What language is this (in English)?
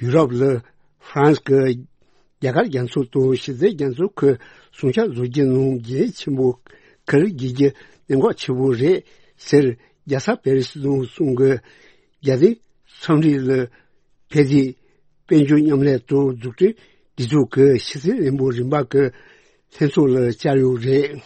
Tibetan